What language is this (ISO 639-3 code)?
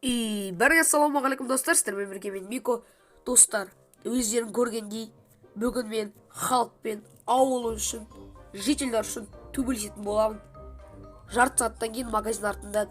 kaz